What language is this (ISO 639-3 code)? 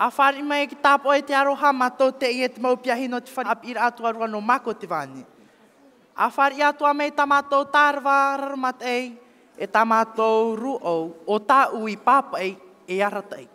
tah